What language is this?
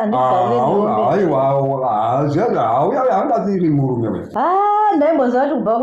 Shona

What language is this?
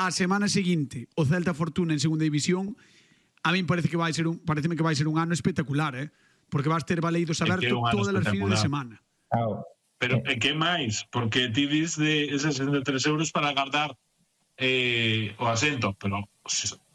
Galician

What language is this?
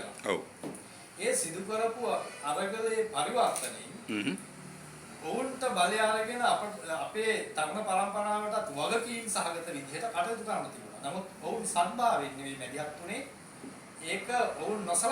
Sinhala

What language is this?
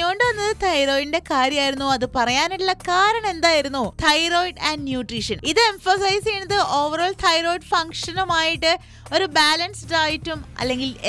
Malayalam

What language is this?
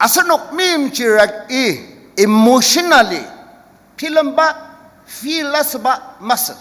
Ao Naga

